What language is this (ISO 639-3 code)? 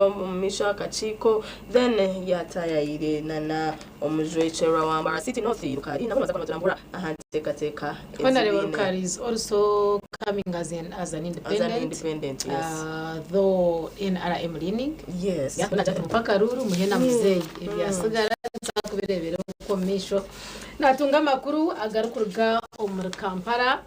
nyn